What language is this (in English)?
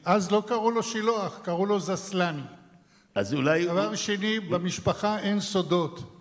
Hebrew